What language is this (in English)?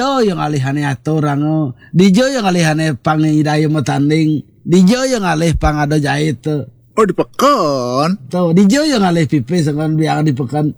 Balinese